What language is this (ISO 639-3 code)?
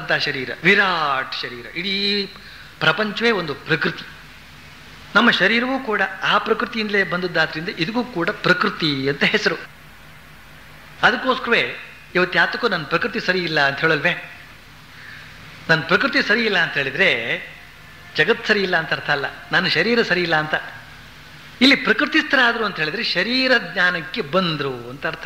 kan